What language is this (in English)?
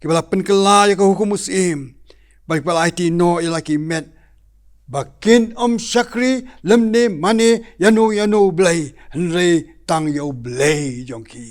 Khasi